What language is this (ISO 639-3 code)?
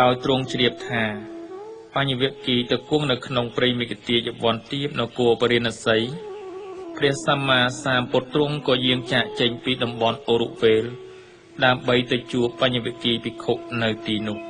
khm